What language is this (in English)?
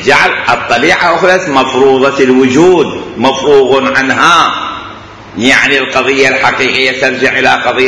Mesopotamian Arabic